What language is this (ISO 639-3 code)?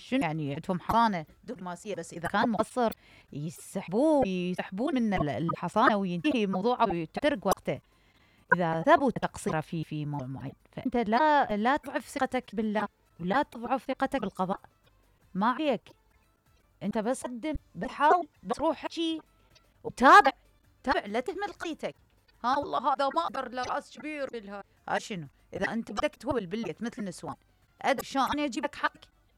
acm